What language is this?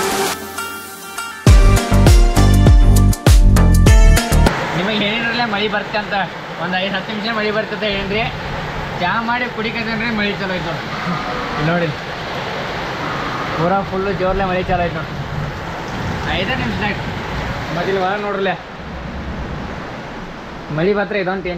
Kannada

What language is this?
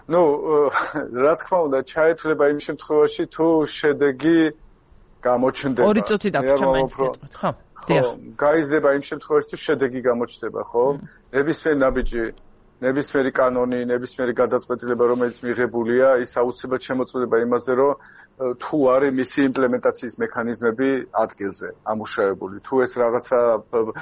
Georgian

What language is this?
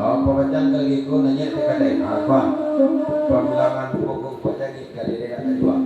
Minangkabau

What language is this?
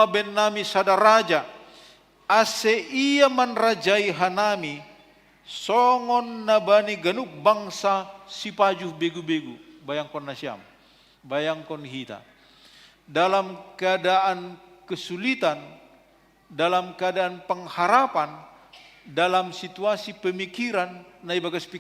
Batak Simalungun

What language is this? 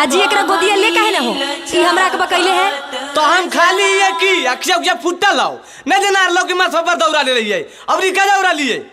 Magahi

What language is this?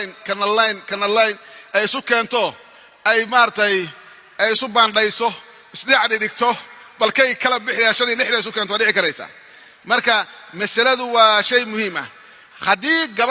Somali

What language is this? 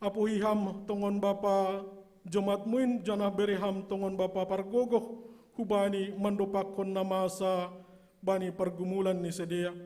Batak Simalungun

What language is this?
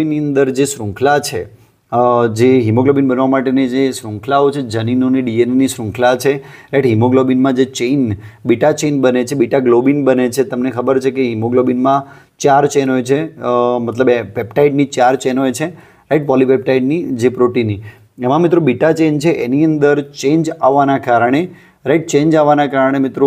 Gujarati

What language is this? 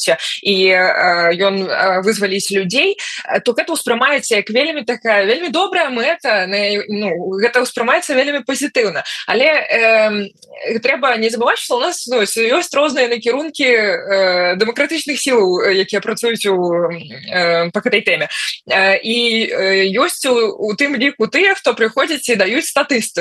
Belarusian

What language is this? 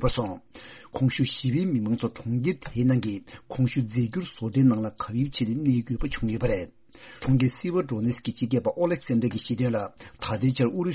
Tibetan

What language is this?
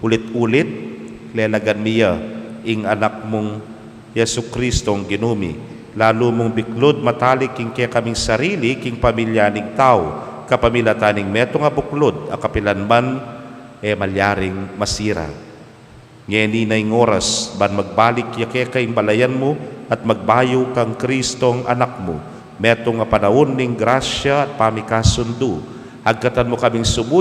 Pampanga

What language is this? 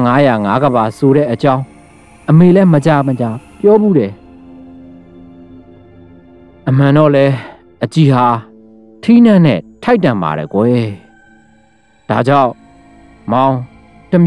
Burmese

